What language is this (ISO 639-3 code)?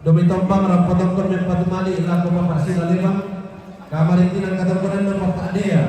sda